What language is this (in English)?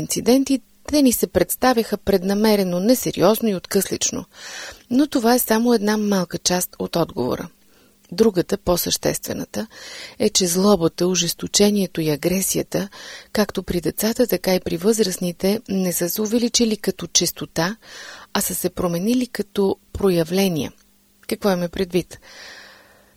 Bulgarian